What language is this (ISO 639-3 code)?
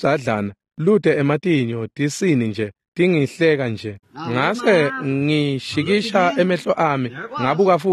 ssw